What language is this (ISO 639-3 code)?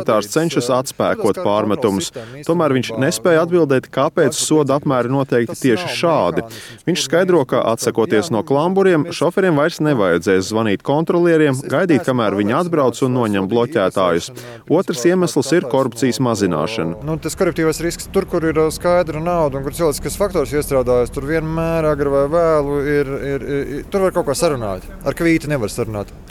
lav